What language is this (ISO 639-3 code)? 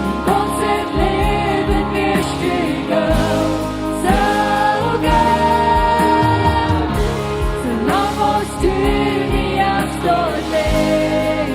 pdt